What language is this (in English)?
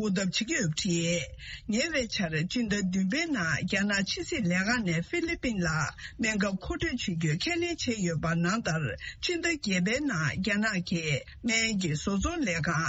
Tibetan